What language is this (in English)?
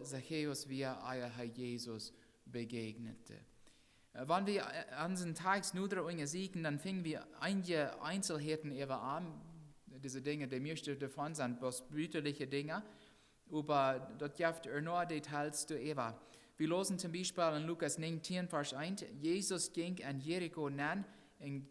Plautdietsch